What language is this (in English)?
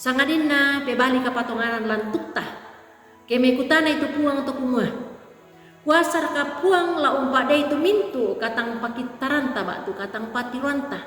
Toraja-Sa'dan